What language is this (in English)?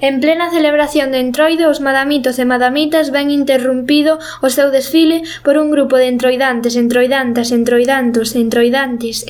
Galician